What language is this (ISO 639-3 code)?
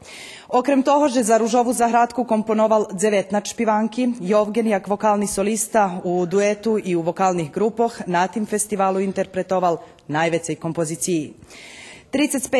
rue